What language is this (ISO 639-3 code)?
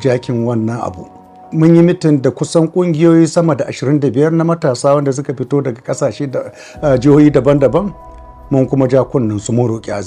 hau